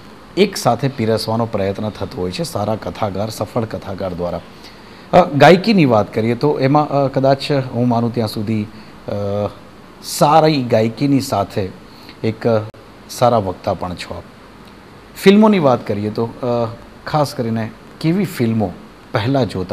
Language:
Gujarati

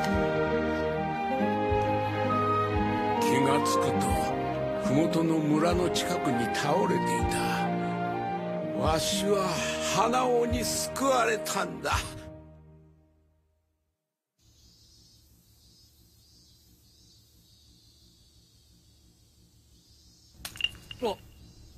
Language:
Japanese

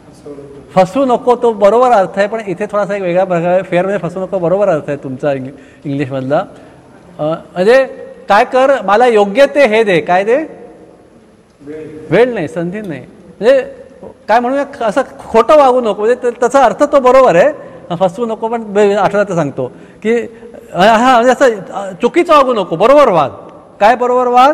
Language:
Marathi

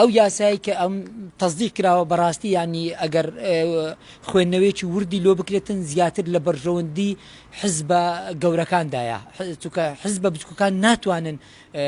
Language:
Central Kurdish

